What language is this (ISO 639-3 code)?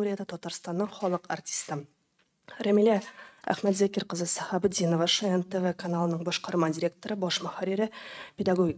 tat